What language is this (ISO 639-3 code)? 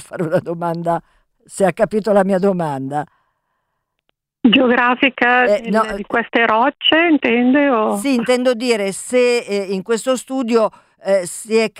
ita